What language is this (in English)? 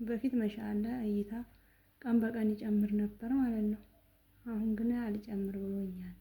Amharic